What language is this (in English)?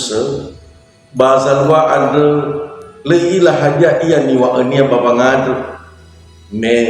Nias